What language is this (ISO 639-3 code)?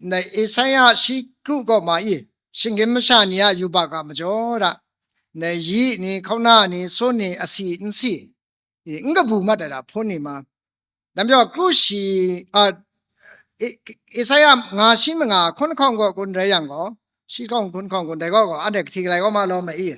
kac